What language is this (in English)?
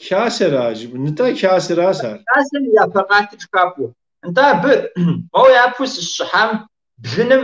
Kabardian